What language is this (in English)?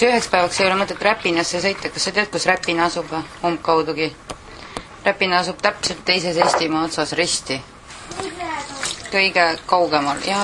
Estonian